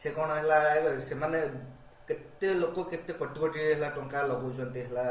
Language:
Odia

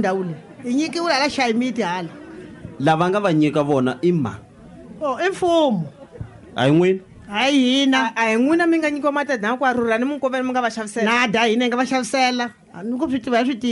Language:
Tsonga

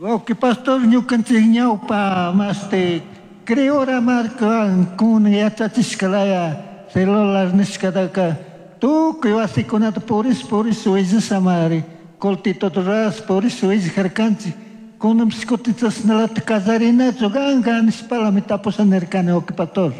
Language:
Chimborazo Highland Quichua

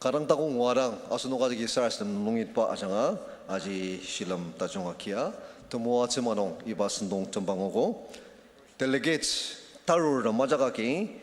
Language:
Ao Naga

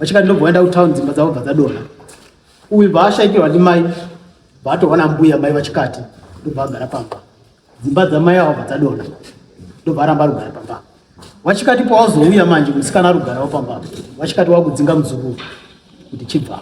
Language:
Shona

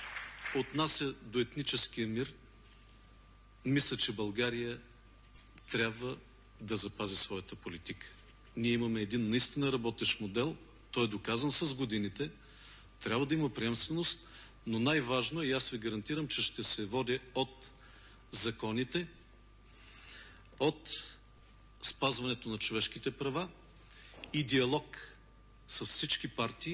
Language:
Bulgarian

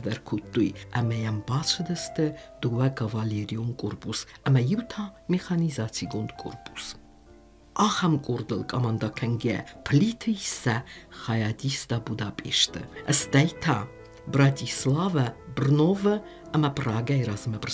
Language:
Ossetic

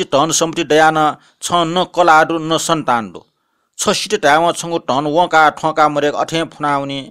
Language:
Newari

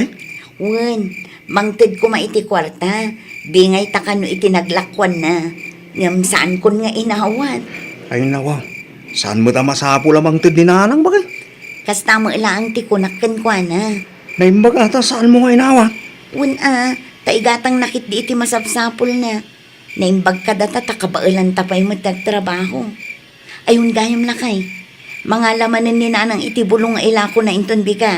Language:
Iloko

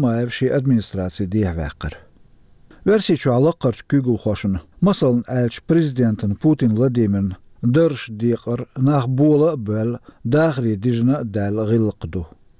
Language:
Chechen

